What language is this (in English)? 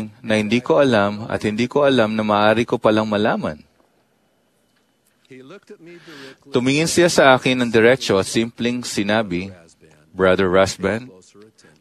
Filipino